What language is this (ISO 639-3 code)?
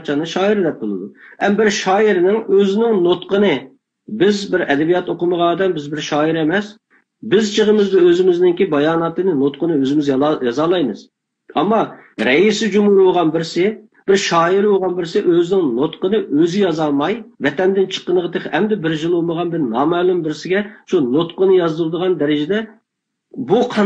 uig